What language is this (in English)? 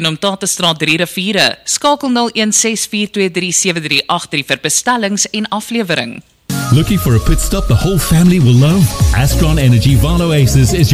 Afrikaans